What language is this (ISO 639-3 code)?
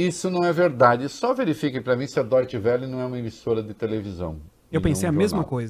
por